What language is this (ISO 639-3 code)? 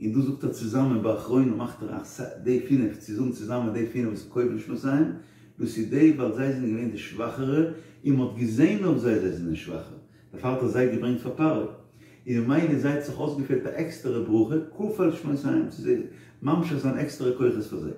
yid